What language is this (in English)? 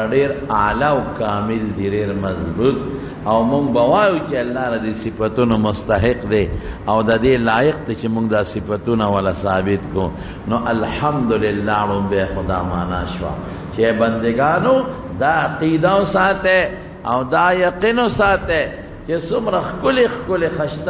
Pashto